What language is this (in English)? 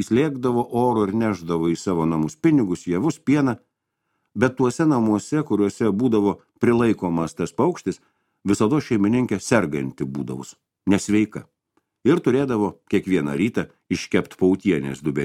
Lithuanian